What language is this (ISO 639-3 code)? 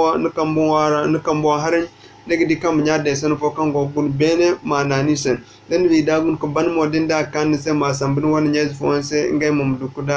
dje